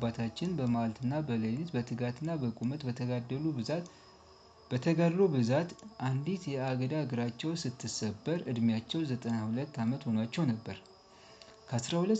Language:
Amharic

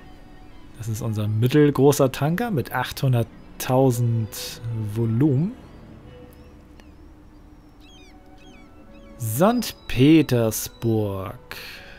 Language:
German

